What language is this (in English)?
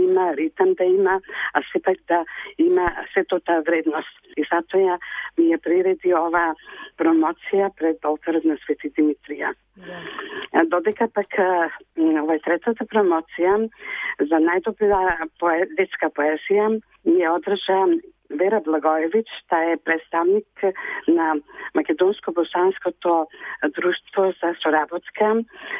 Macedonian